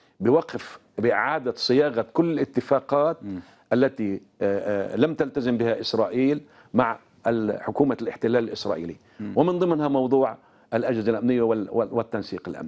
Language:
Arabic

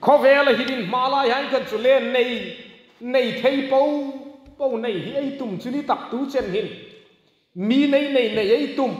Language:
Hmar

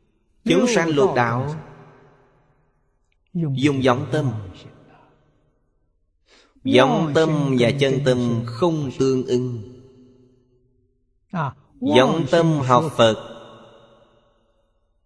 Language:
Vietnamese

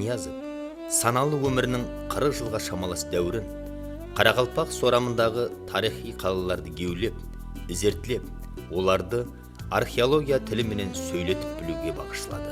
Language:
Kara-Kalpak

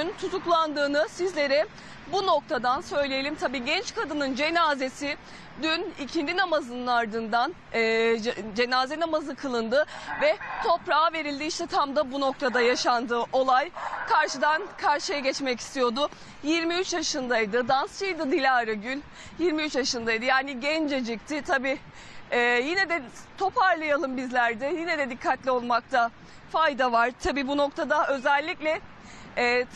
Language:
Turkish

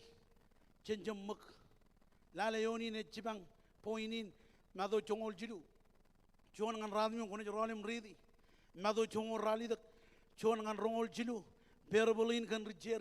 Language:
Marshallese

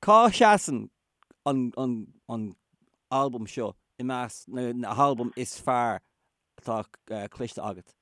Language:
Irish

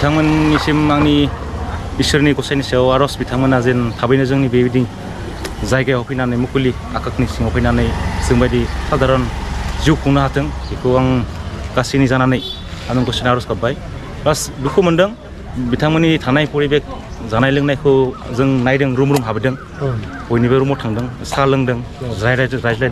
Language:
Bodo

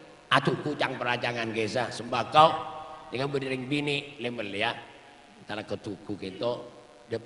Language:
Madurese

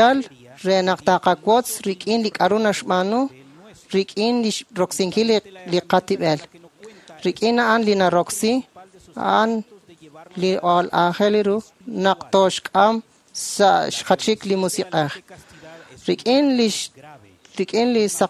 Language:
Kekchí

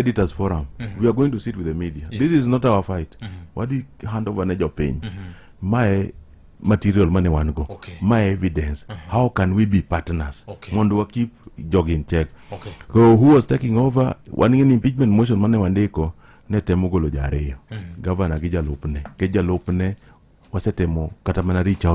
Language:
Luo (Kenya and Tanzania)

